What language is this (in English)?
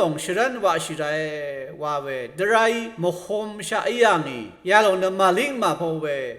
Rawang